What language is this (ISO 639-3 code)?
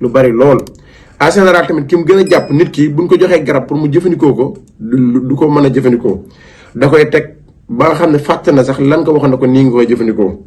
wol